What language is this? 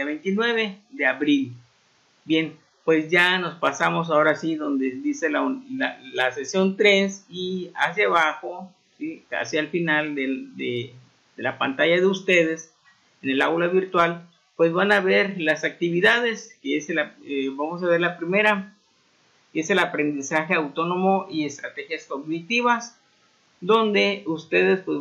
Spanish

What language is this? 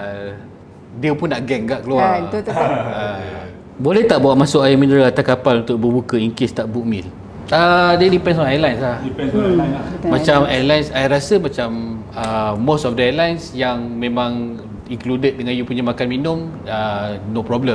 Malay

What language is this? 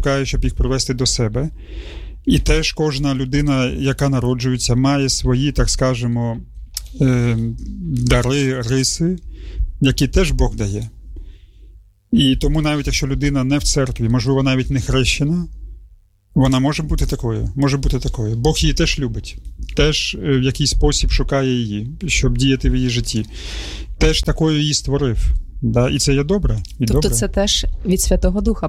Ukrainian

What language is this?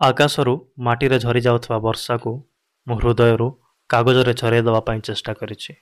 Odia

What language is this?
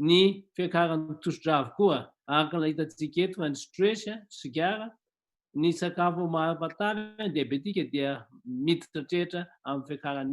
Malagasy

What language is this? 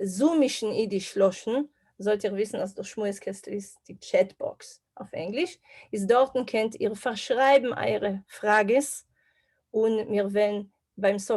Yiddish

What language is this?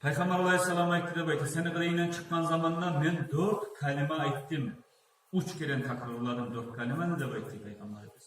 Kumyk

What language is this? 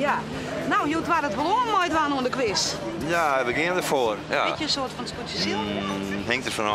Western Frisian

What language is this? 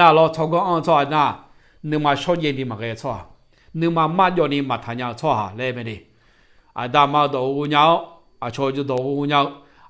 Akha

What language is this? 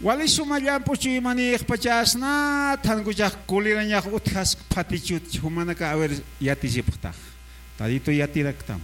Aymara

